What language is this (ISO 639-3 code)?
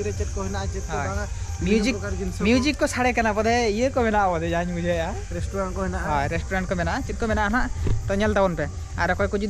sat